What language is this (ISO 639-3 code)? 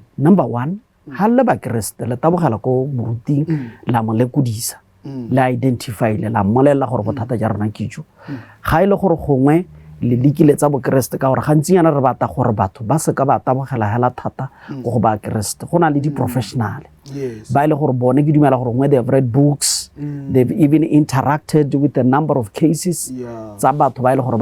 tsn